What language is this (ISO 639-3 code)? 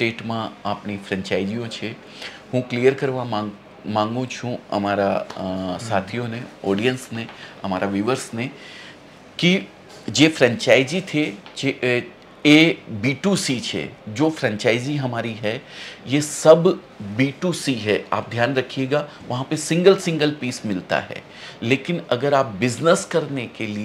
guj